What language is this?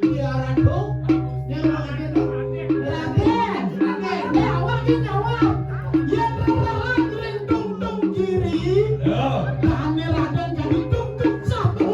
Balinese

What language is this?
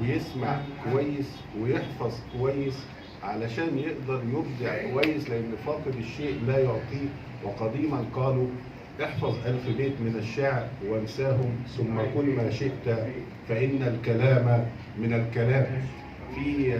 Egyptian Arabic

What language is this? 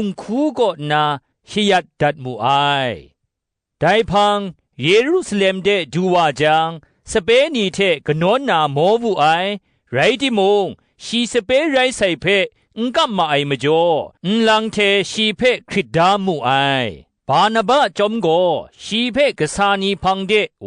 Kachin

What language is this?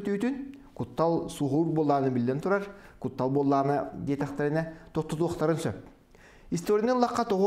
Yakut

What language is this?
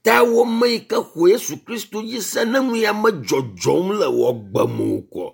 Ewe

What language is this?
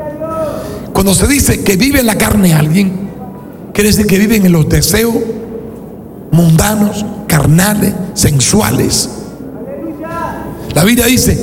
Spanish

